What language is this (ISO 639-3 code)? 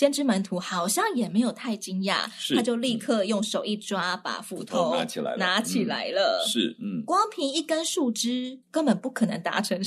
zho